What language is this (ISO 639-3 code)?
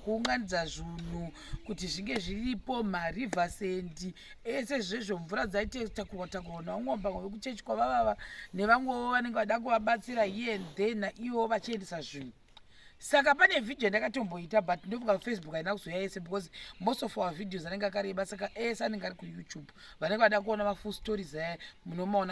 sna